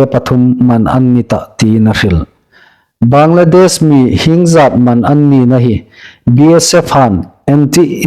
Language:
Hmar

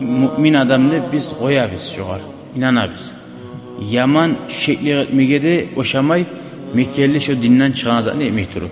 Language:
Kumyk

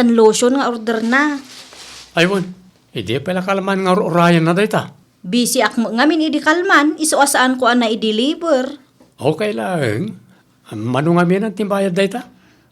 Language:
Iloko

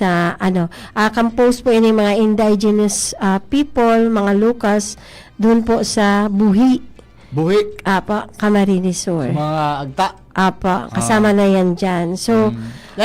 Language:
Bikol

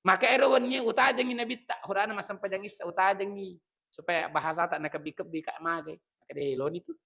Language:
Buginese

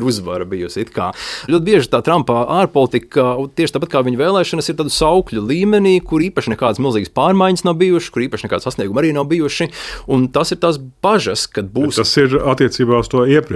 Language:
Latvian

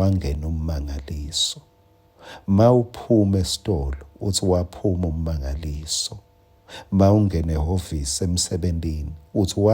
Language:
Swati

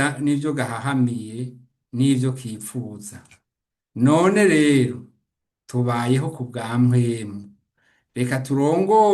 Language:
Rundi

